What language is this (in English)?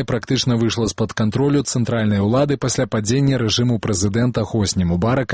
Belarusian